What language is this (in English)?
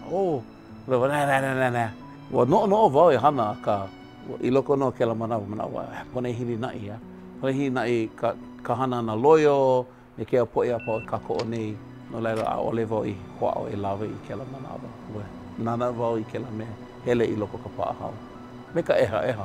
Hawaiian